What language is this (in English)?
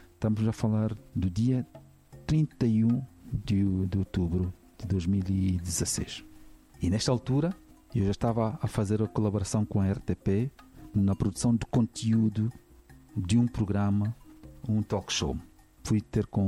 Portuguese